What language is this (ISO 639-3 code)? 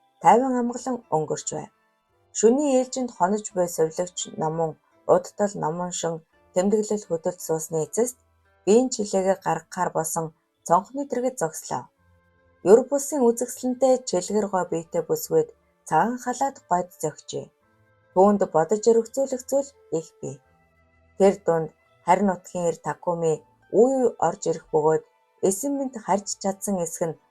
mon